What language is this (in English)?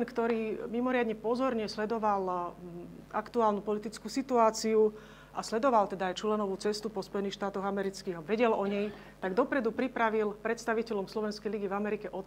Slovak